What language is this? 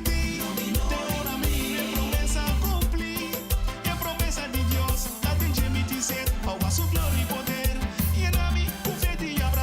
Papiamento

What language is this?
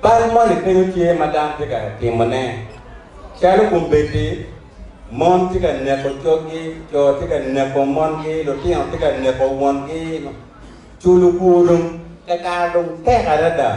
Acoli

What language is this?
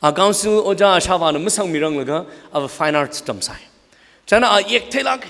Tangkhul Naga (India)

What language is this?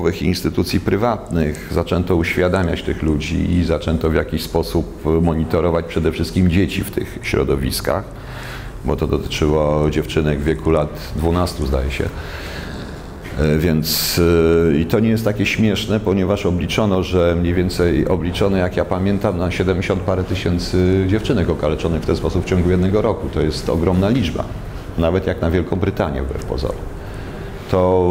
Polish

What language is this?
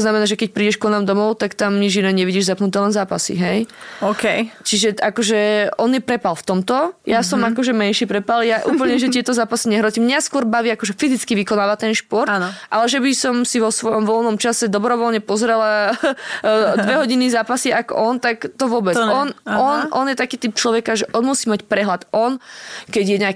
Slovak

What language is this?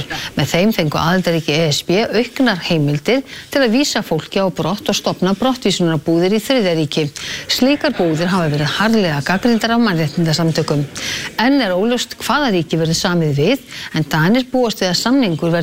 Icelandic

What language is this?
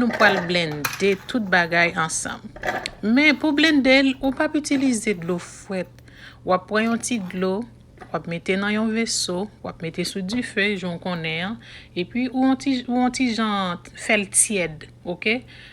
Haitian Creole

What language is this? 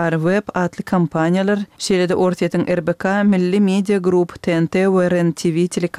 Turkmen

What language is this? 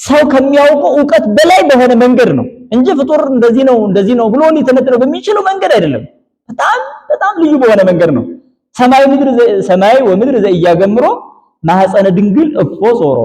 Amharic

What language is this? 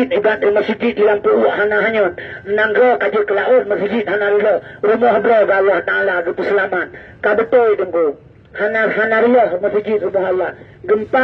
Achinese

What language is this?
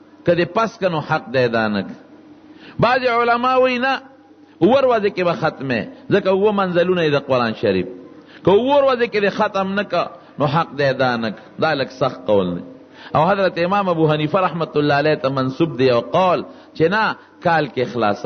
Pashto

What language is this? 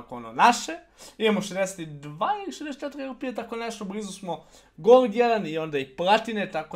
Croatian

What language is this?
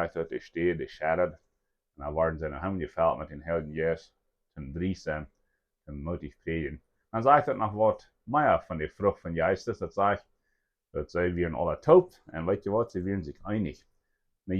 Plautdietsch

